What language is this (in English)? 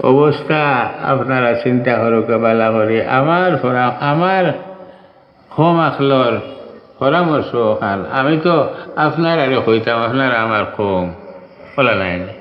Sylheti